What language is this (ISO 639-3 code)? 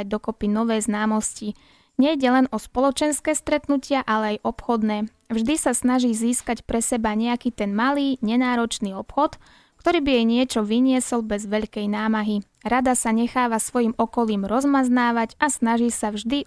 slk